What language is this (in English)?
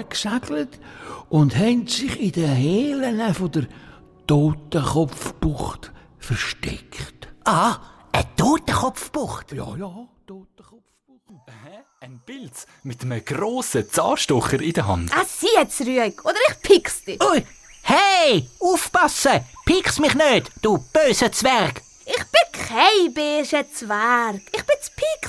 Swiss German